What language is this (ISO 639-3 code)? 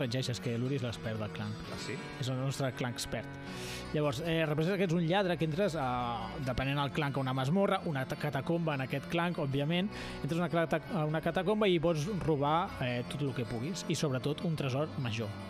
cat